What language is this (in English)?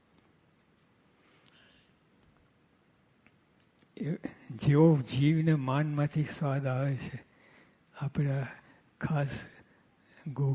Gujarati